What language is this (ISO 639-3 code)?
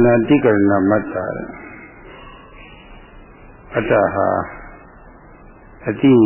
mya